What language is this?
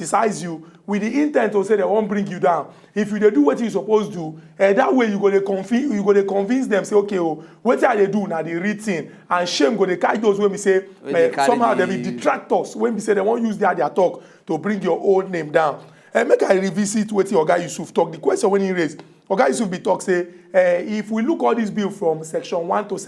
Nigerian Pidgin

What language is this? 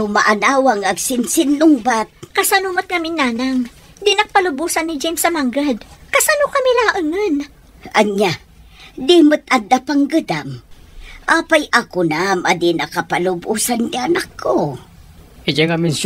Iloko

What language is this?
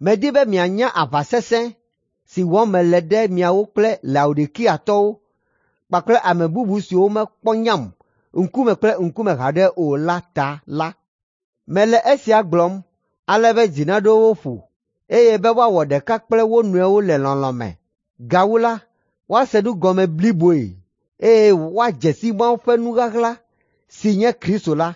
Ewe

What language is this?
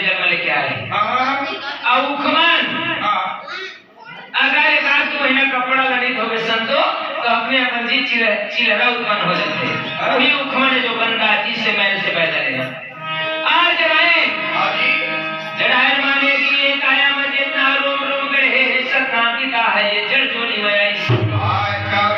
Chhattisgarhi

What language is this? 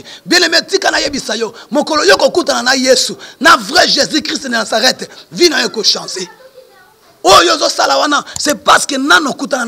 Lingala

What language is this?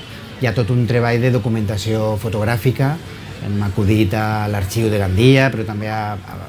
Catalan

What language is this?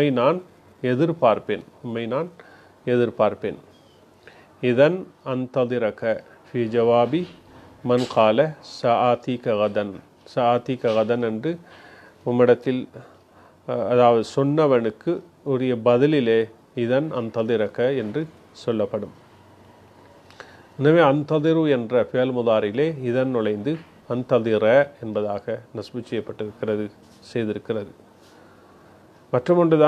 Tamil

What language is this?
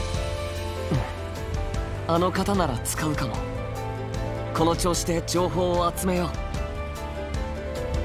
Japanese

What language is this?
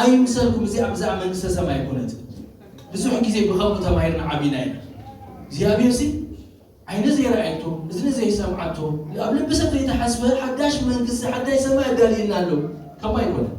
Tigrinya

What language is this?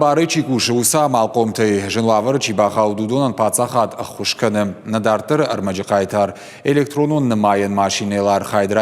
Ossetic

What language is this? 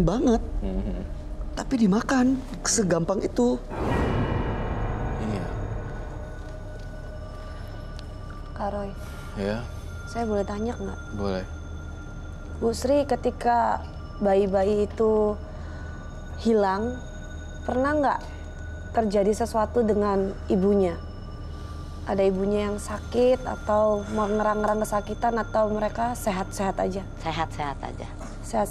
Indonesian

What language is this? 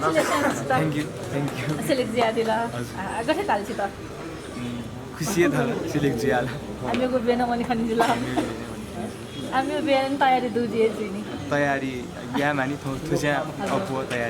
Newari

